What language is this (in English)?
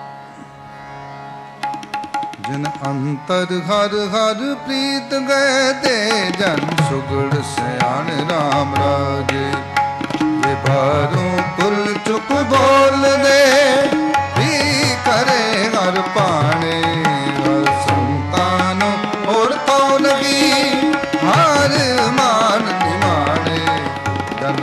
Punjabi